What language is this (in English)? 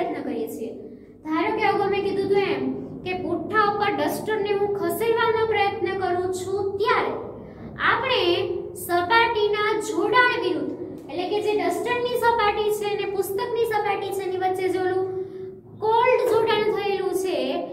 Gujarati